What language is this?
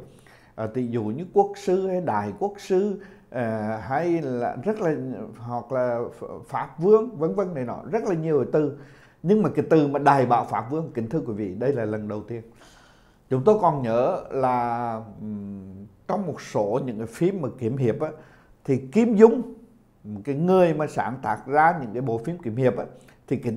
Vietnamese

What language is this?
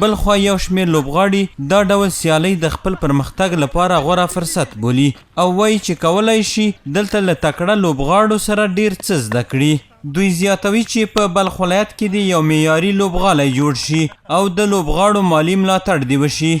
Pashto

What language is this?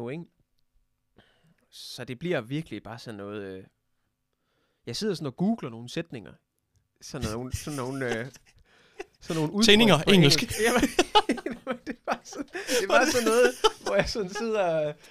Danish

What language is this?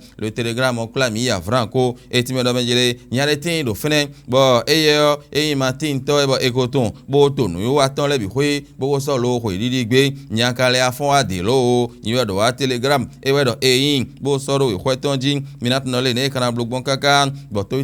Fon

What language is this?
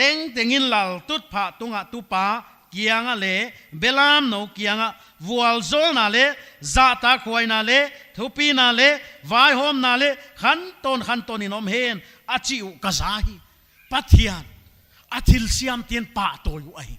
Paite Chin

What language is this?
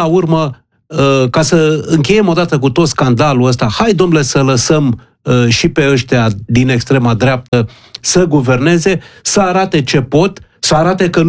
Romanian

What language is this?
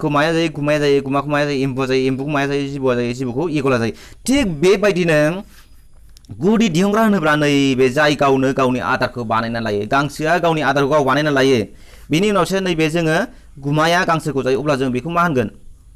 Bodo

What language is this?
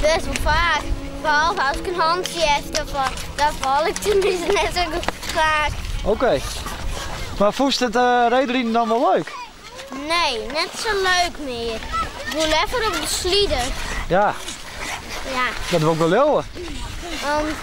Western Frisian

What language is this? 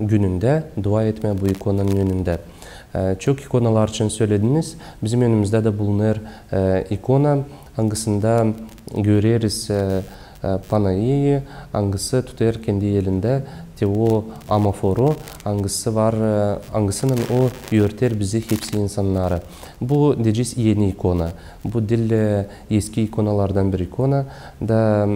Gagauz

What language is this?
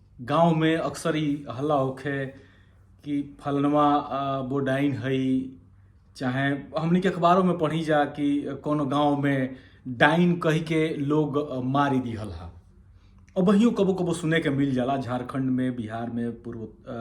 Bhojpuri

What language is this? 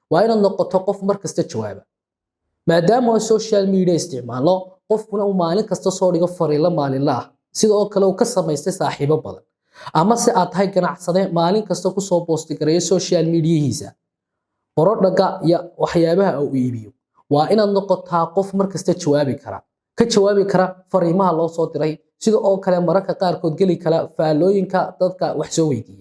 Somali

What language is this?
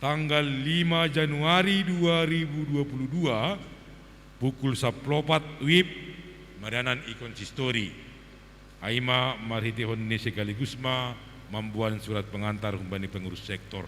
Batak Simalungun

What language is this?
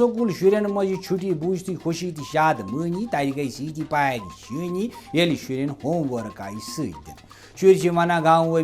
Kashmiri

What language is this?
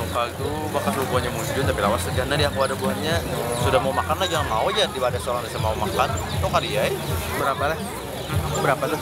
Banjar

